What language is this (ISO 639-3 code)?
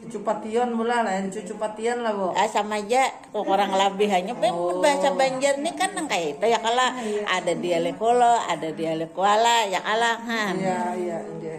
bjn